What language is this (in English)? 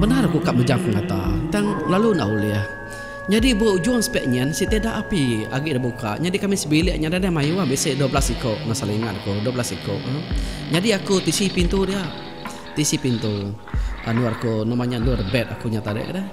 Iban